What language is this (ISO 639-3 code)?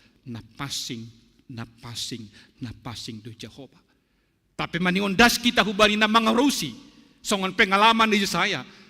bts